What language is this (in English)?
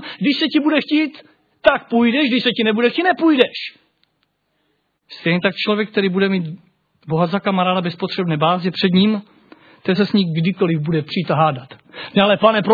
Czech